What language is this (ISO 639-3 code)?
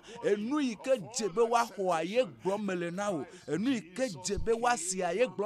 ewe